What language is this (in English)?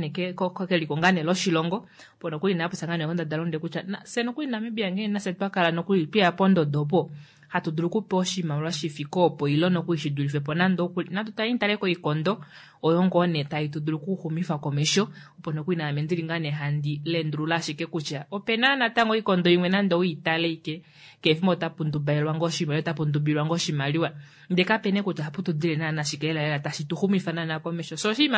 Kuanyama